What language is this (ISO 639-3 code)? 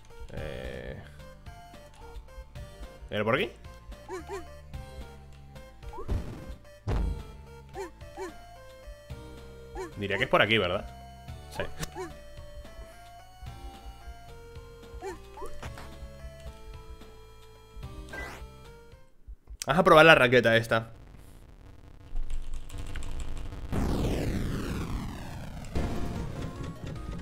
spa